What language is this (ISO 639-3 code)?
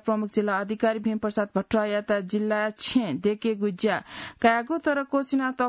new